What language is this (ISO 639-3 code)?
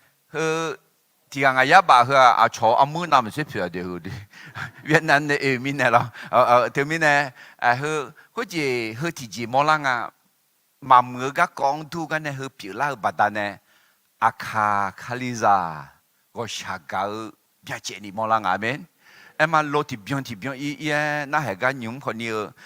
ahk